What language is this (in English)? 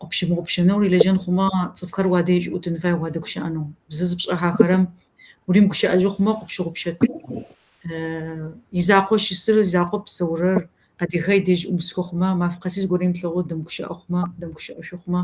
Kabardian